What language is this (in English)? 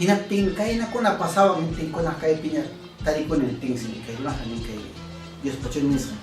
Ayacucho Quechua